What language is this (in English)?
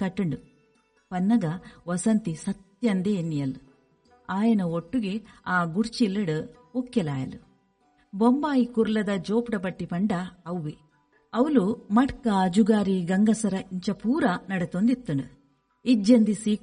Tulu